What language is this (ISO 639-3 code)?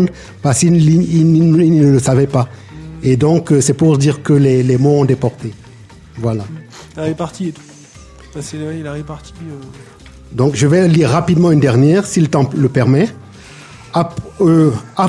fra